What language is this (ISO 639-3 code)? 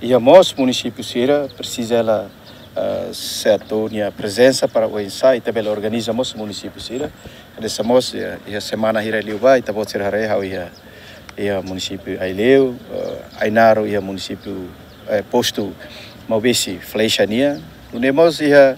tet